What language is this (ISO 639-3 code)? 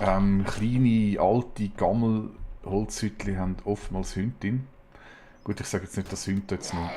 gsw